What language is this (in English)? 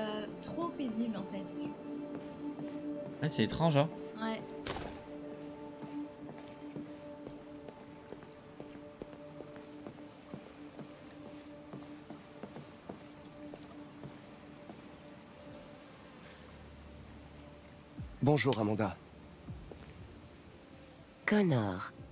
French